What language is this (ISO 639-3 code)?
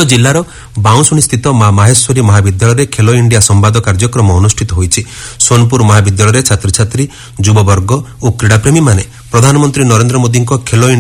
ori